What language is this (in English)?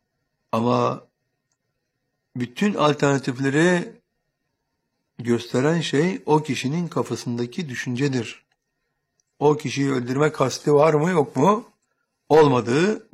Turkish